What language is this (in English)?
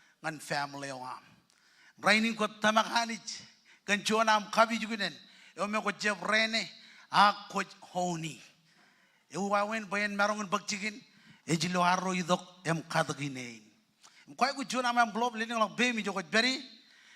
Marshallese